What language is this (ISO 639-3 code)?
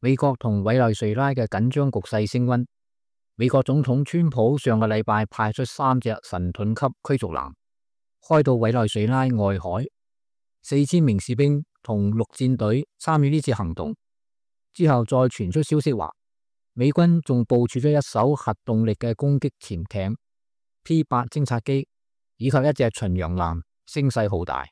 yue